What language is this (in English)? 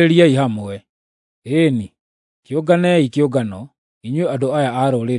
Kikuyu